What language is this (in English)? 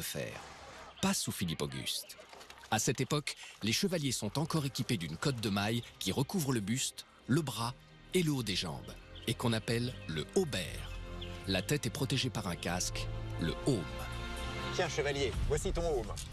French